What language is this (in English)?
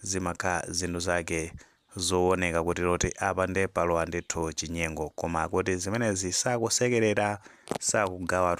Nyanja